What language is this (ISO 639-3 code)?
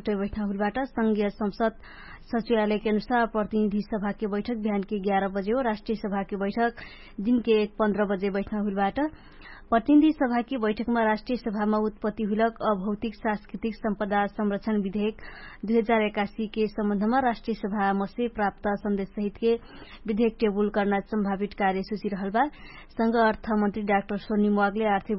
thl